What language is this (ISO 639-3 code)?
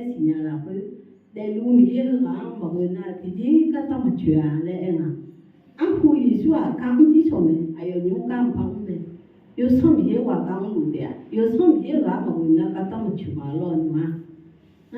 ahk